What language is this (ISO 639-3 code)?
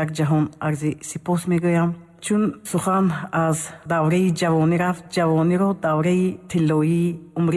tgk